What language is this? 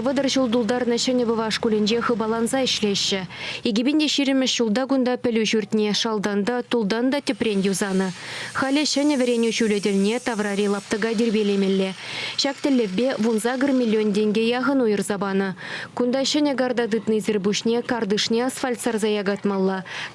Chuvash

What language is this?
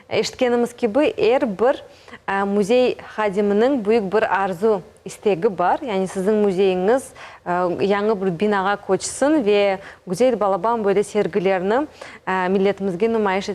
Crimean Tatar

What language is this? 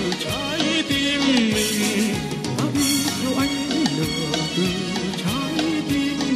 Vietnamese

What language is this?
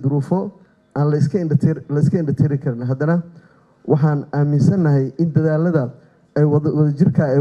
Somali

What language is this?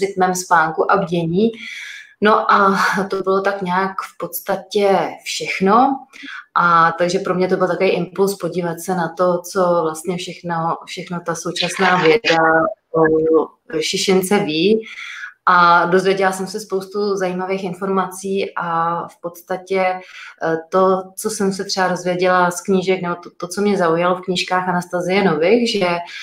Czech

